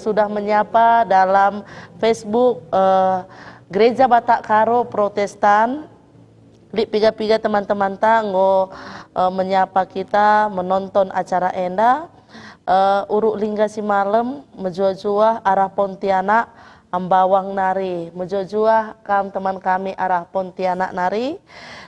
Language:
Batak Karo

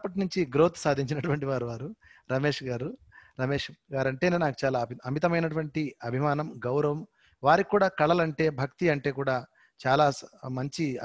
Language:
Telugu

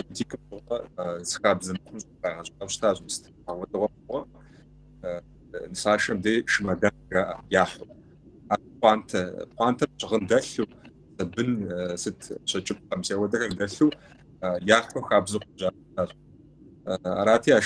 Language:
Kabardian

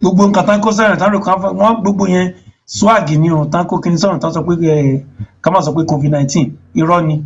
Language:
Yoruba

